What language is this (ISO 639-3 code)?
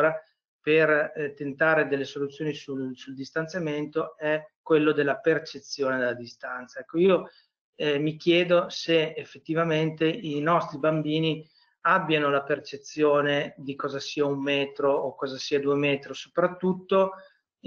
ita